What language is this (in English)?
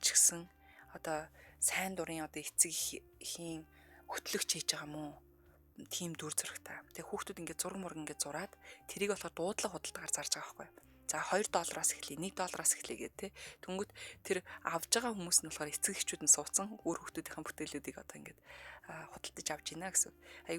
Mongolian